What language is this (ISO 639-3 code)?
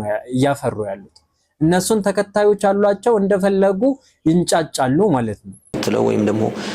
amh